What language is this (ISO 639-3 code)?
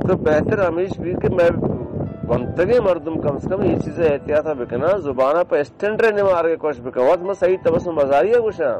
bal